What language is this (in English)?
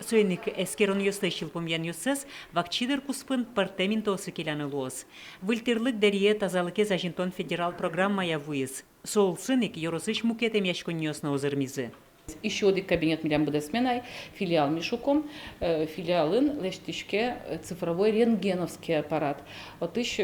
Udmurt